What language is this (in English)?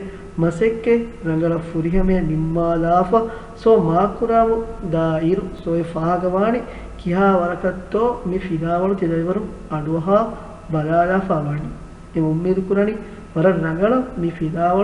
Divehi